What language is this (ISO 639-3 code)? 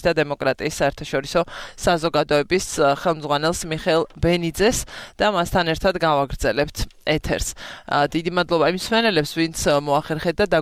kat